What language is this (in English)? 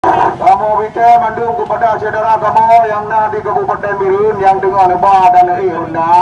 Achinese